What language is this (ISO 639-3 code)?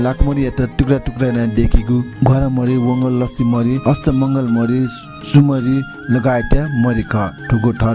new